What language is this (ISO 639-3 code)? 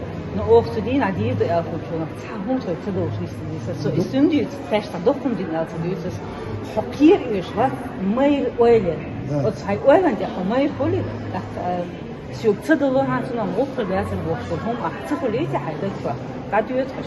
che